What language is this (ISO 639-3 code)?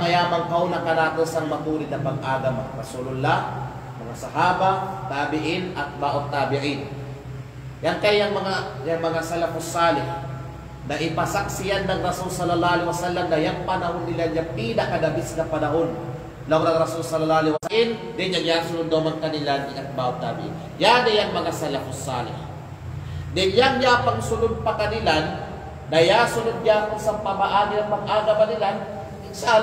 kqe